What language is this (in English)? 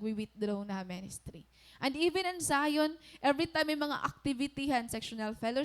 Waray